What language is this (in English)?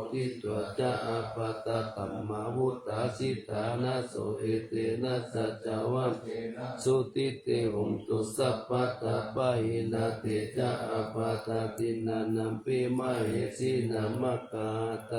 Pali